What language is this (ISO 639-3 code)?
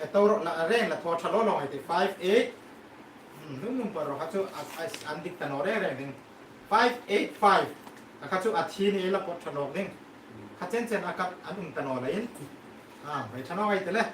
hmr